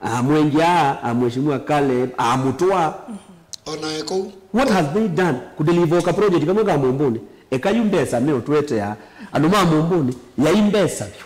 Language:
Kamba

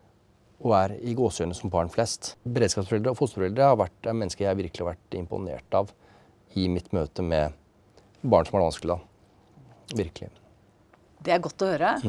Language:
Norwegian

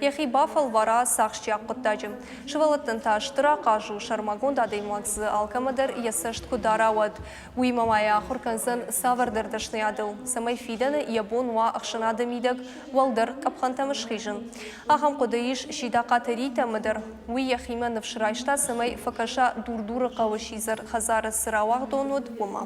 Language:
Ossetic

